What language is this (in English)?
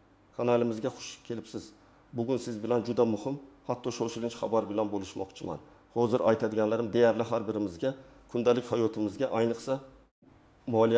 Uzbek